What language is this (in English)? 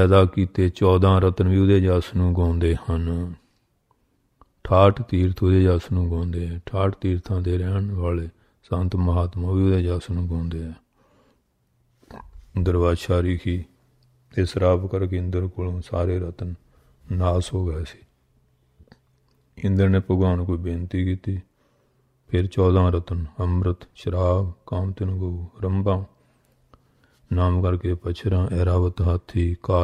Punjabi